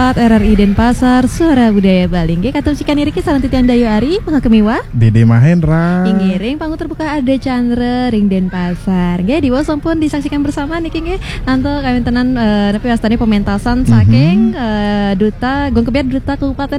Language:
Balinese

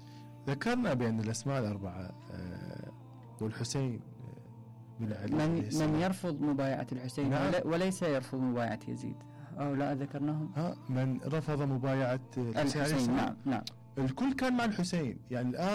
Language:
Mesopotamian Arabic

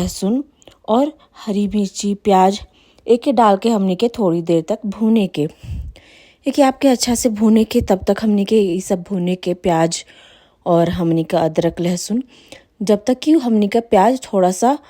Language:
Bhojpuri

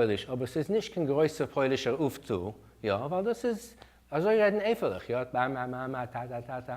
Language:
Yiddish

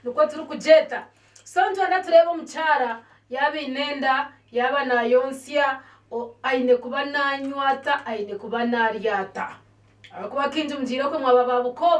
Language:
Nyankole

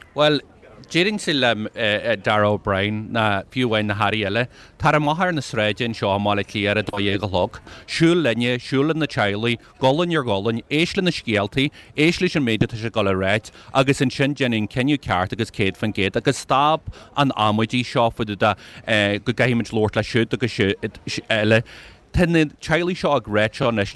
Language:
Irish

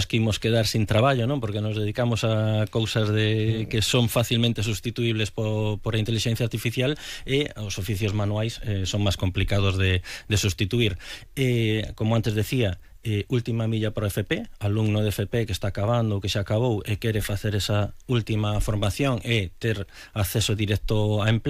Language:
Galician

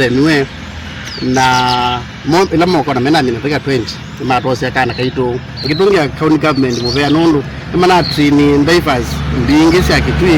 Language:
Kamba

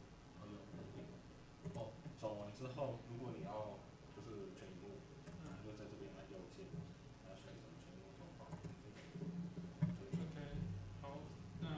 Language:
Chinese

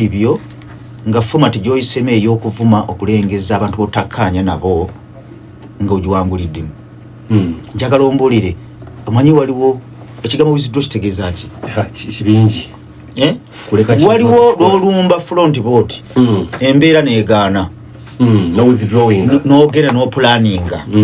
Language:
Ganda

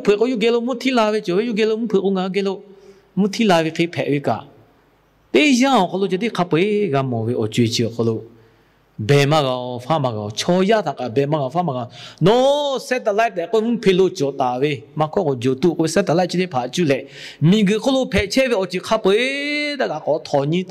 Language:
Lahu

